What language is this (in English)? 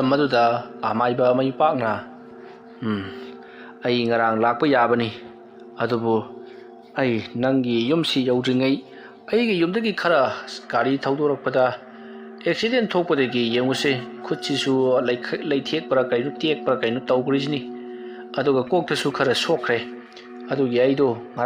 Manipuri